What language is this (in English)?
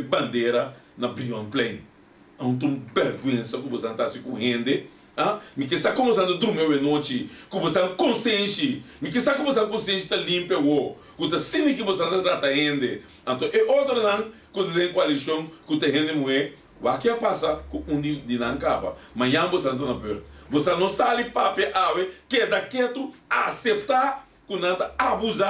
Papiamento